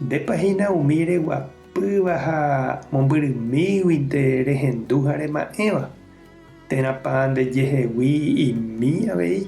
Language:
Guarani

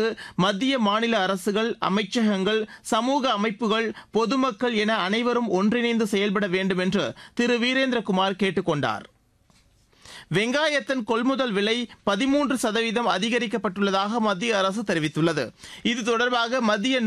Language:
Tamil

